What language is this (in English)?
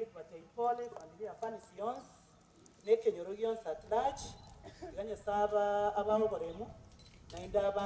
Gusii